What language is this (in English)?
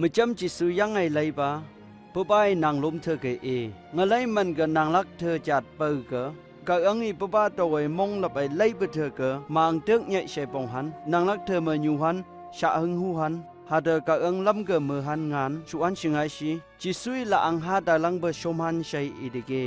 Phom Naga